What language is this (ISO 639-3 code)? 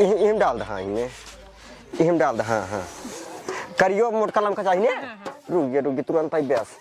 awa